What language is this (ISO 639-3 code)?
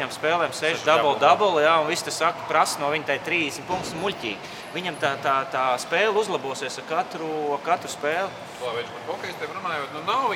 lav